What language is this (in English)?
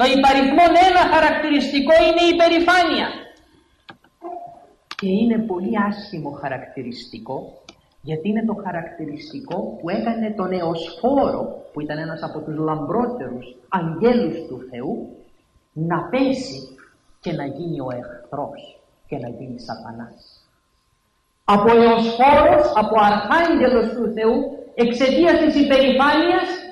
Greek